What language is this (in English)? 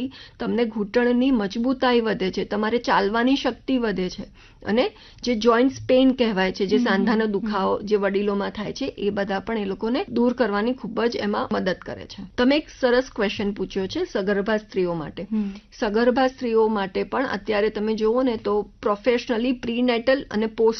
Gujarati